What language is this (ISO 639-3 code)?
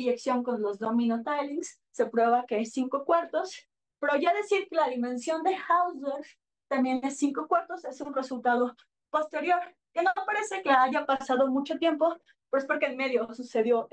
spa